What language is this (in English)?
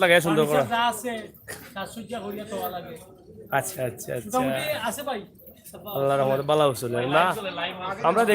Sylheti